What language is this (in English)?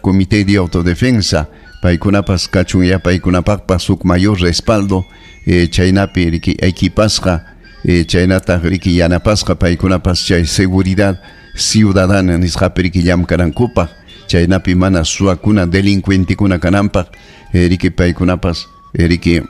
Ayacucho Quechua